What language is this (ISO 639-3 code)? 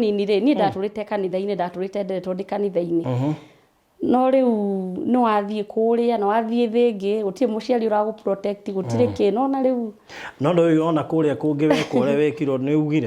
kik